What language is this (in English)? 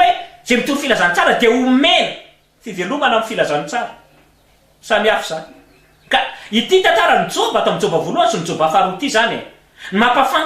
Malagasy